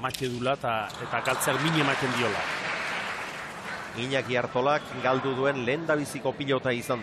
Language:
Basque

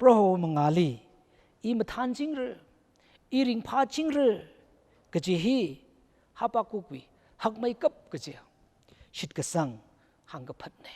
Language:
Tangkhul Naga (India)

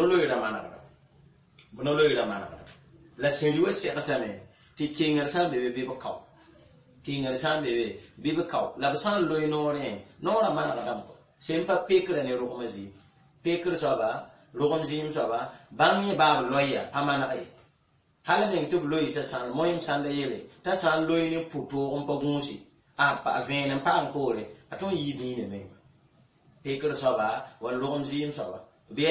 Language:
Mossi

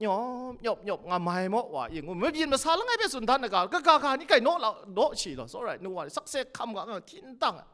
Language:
Kachin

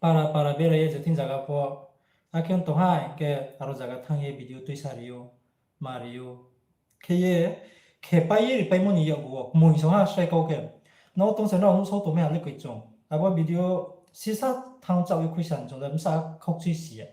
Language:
Riang (India)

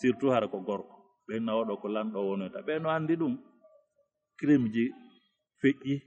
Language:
Fula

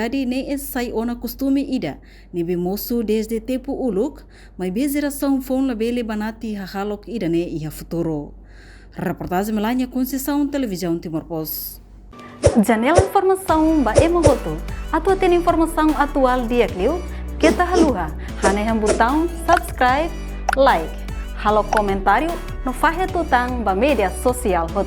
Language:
Tetum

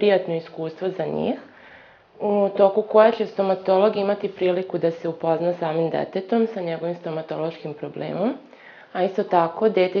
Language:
Serbian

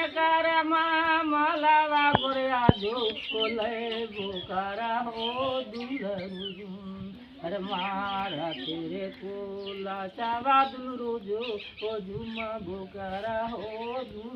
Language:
Magahi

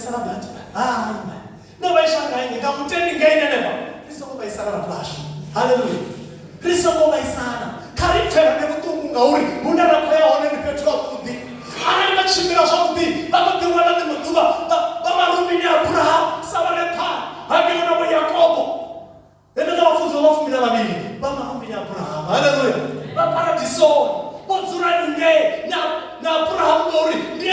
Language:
Venda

